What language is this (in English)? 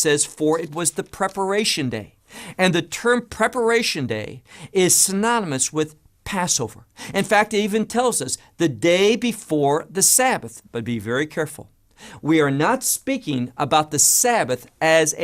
English